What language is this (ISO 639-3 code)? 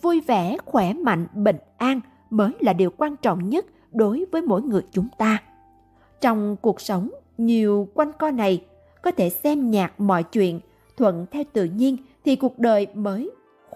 vie